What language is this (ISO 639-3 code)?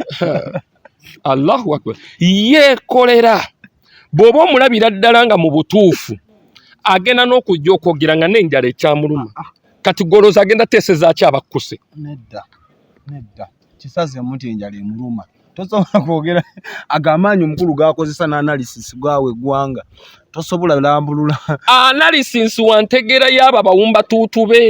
lug